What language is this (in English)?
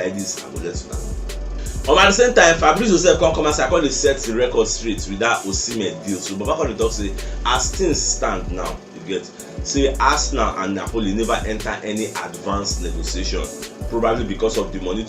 Nigerian Pidgin